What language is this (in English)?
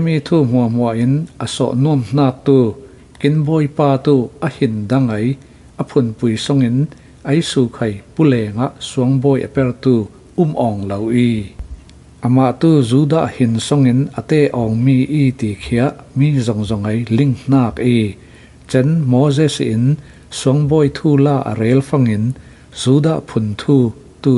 Falam Chin